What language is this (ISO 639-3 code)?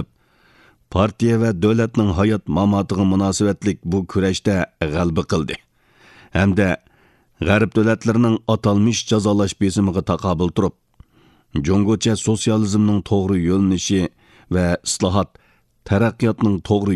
uig